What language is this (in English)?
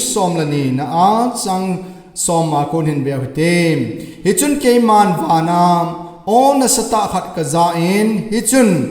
Thado Chin